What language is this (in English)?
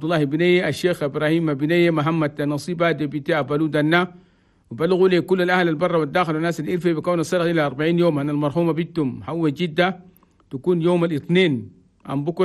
Chadian Arabic